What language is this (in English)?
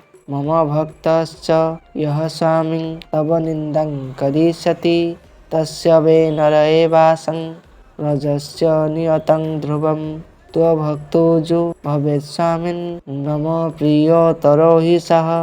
Odia